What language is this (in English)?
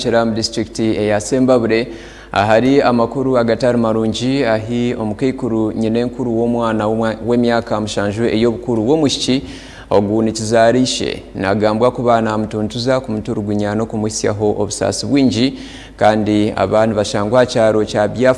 Nyankole